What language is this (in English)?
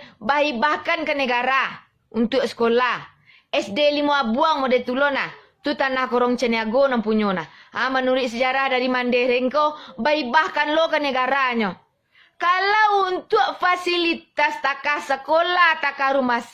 Minangkabau